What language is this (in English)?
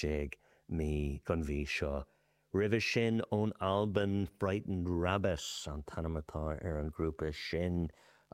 Irish